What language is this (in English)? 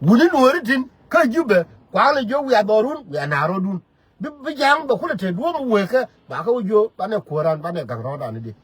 Nuer